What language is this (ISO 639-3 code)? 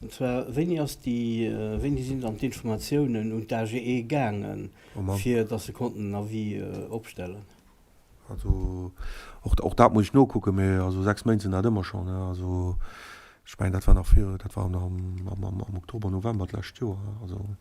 ltz